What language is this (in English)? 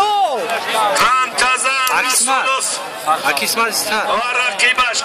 Tajik